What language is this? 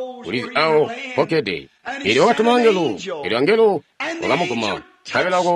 Tonga (Zambia)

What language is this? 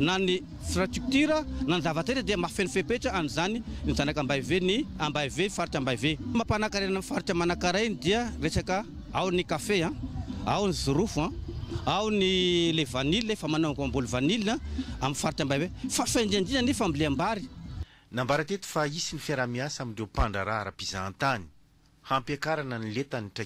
Malagasy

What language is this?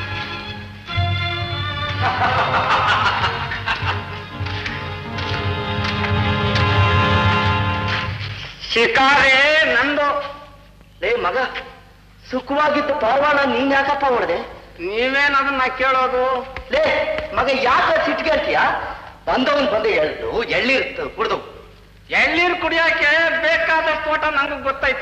Kannada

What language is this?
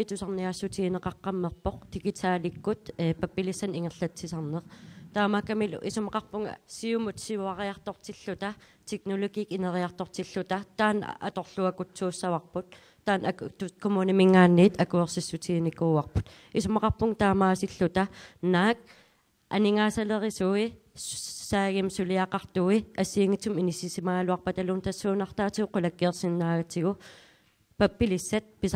Kalaallisut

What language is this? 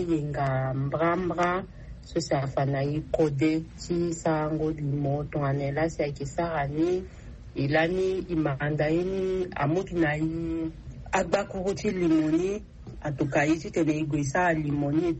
Sango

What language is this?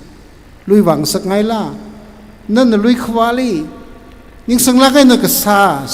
Tangkhul Naga (India)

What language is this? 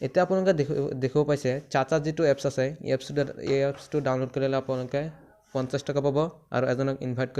Assamese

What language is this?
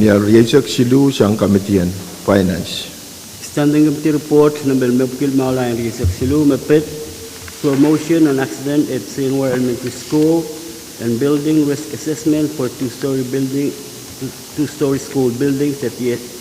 Pohnpeian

